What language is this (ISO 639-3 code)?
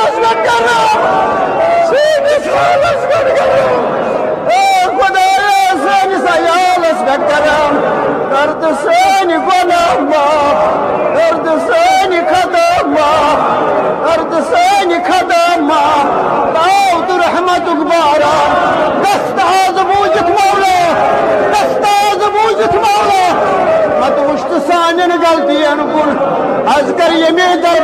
kas